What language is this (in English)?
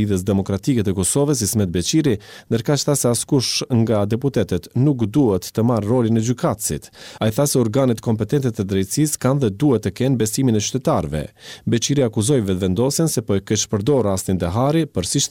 Albanian